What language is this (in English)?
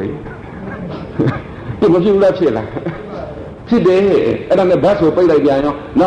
Burmese